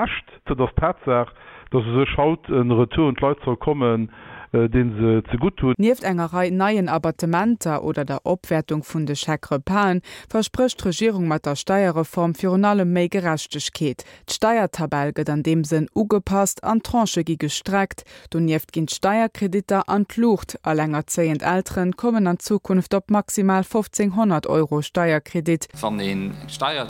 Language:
Luxembourgish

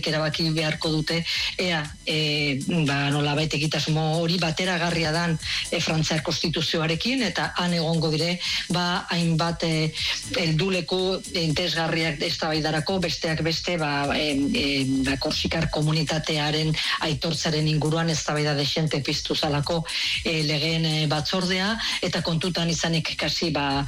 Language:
Basque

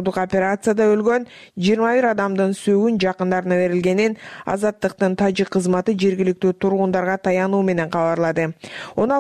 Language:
Kyrgyz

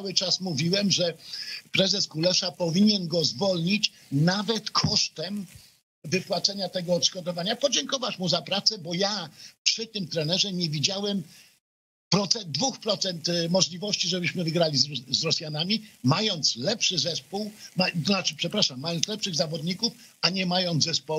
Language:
Polish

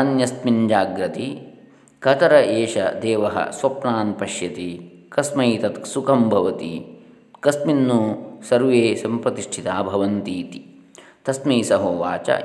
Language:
Sanskrit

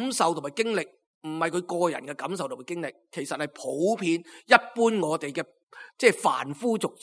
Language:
Cantonese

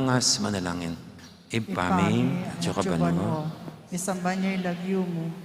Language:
Pampanga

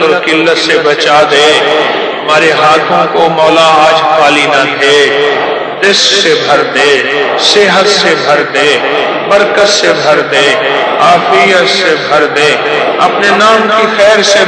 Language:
Urdu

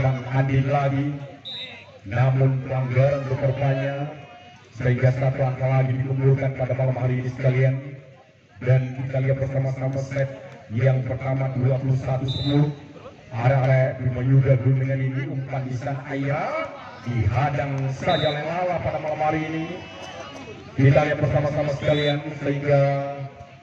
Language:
Indonesian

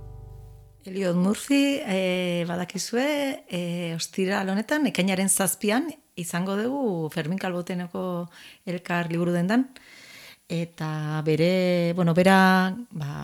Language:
Basque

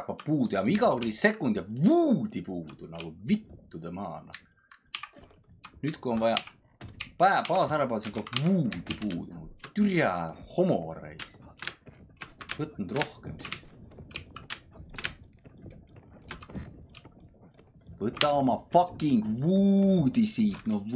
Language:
Estonian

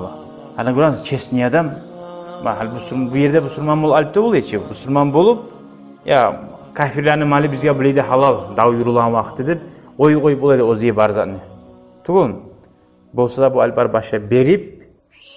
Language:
Kumyk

